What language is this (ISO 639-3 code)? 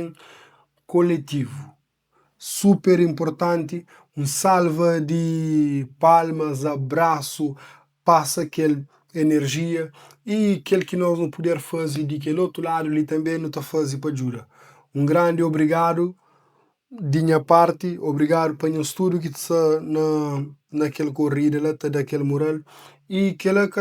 kea